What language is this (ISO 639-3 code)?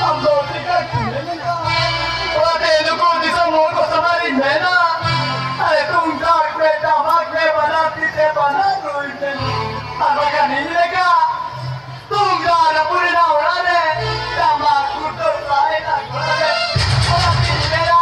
sat